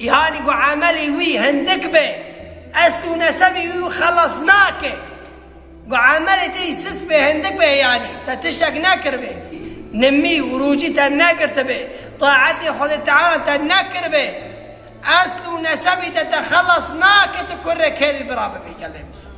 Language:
Kurdish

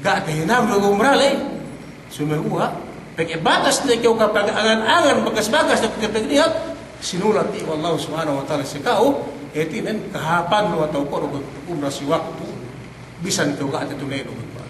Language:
Yakan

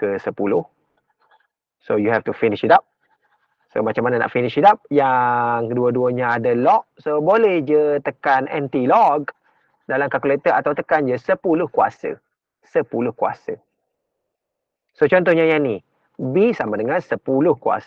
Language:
Malay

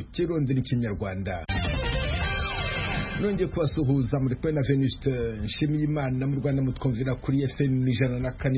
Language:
Kinyarwanda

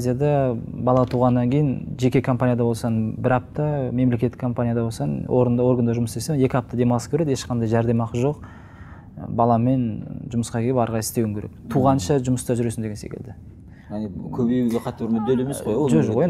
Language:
Kazakh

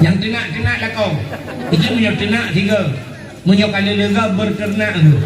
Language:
Achinese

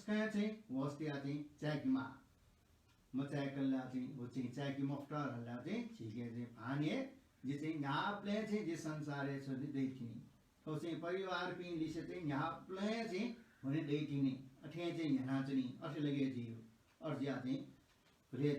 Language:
Newari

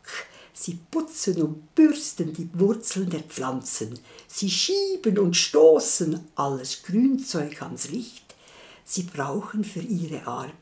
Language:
Swiss German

